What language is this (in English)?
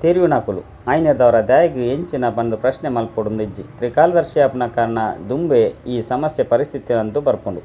Tulu